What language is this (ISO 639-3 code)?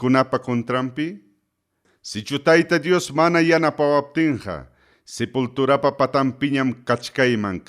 quy